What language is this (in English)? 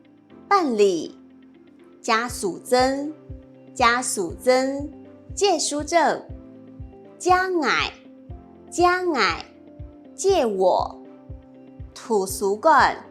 Hakka Chinese